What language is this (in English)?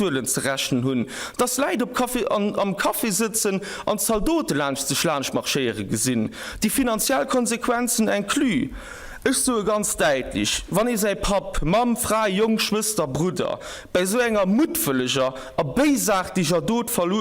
Luxembourgish